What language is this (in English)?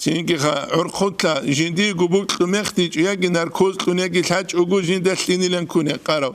Avaric